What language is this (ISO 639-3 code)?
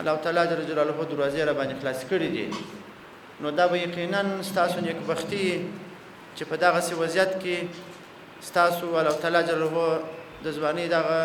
pus